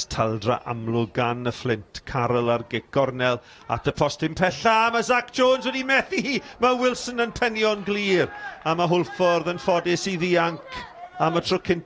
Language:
Welsh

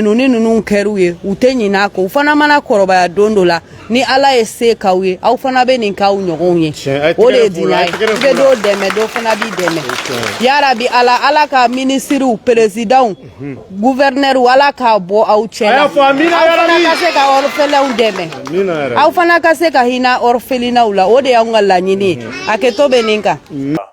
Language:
Bambara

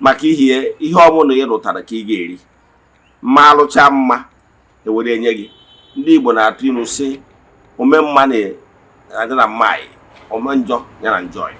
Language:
Igbo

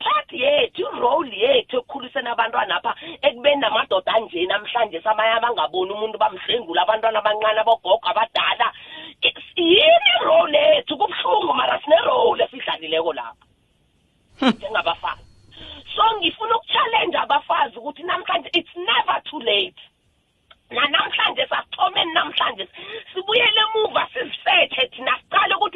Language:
South Ndebele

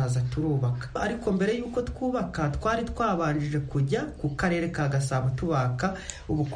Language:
Kinyarwanda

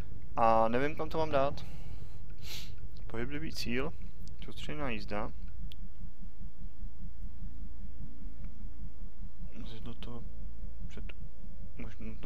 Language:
Czech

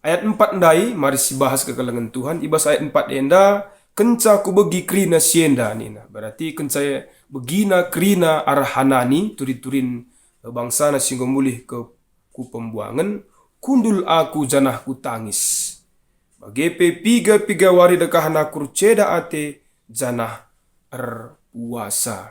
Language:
Batak Karo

